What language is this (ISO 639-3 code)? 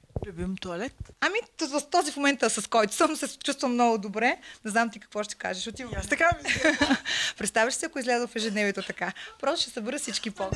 bul